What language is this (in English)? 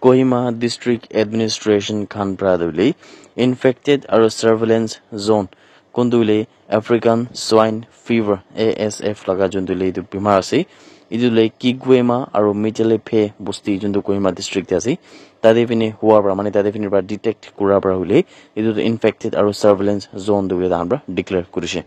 Naga Pidgin